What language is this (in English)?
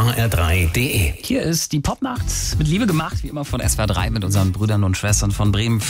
German